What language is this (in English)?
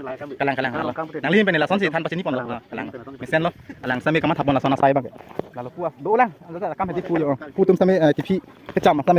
Karbi